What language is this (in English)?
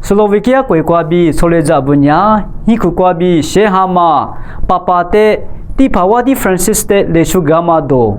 Lisu